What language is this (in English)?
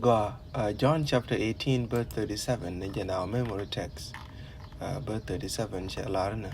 Nuer